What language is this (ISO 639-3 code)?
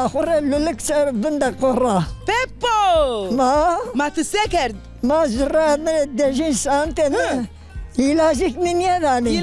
zza